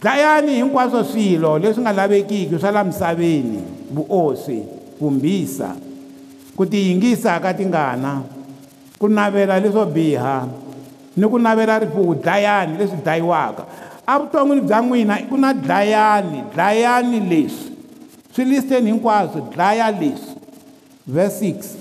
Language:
Tsonga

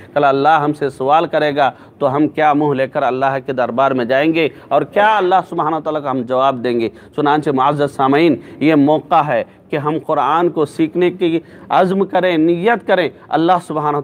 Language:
Urdu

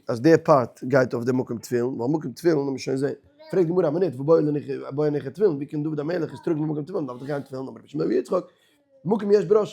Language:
Yiddish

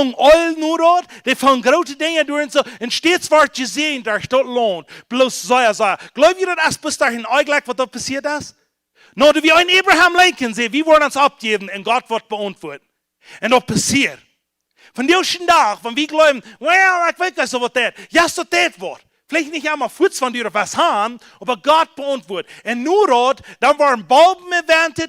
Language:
Plautdietsch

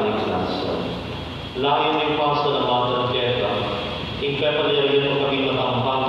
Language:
Pampanga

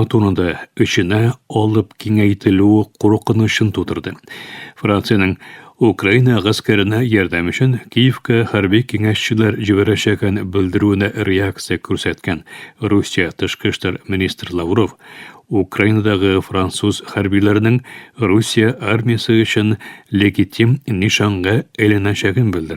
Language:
Tatar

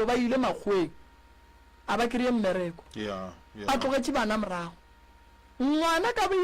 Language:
Northern Sotho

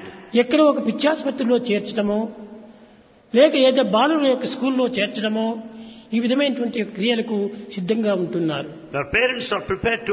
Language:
Telugu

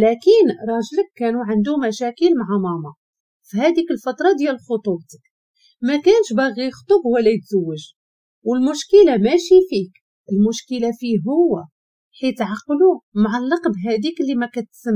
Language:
Moroccan Arabic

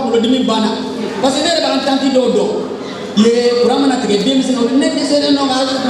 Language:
Bambara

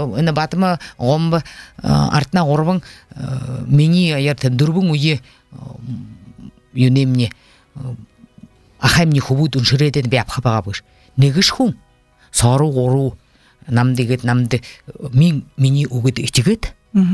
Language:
Buriat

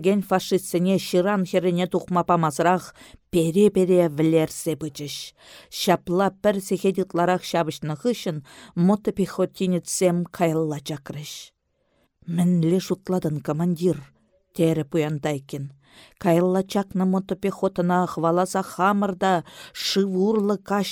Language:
Chuvash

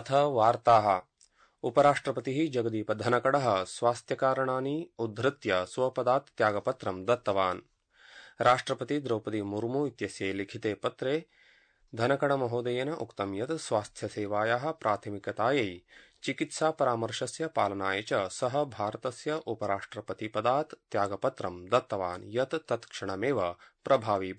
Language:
Sanskrit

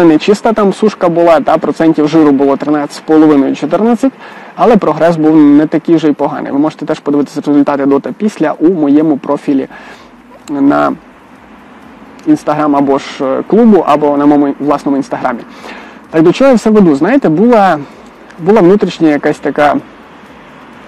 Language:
Ukrainian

